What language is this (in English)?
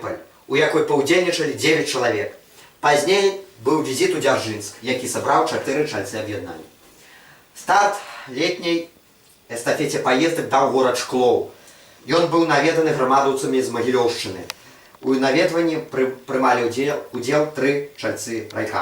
Belarusian